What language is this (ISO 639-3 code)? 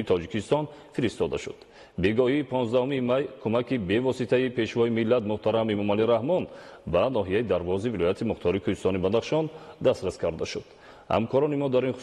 tgk